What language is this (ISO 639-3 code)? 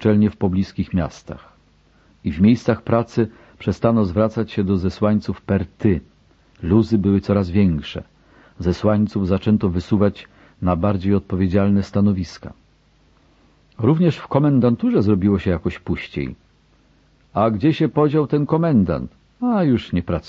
pol